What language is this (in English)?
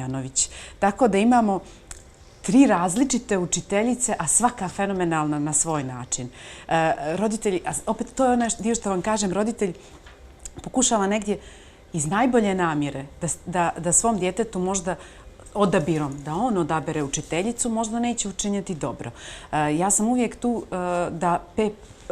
Bosnian